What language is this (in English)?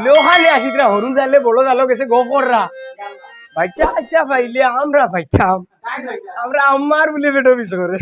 Sylheti